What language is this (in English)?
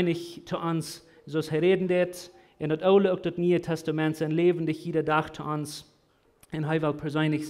Plautdietsch